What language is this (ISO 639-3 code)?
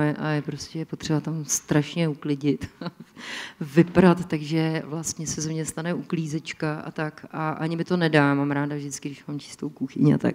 ces